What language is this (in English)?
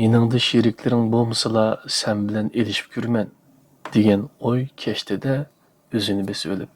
Uyghur